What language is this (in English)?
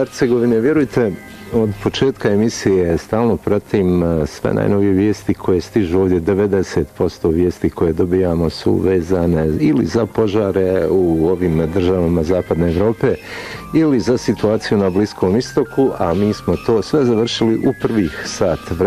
Bosnian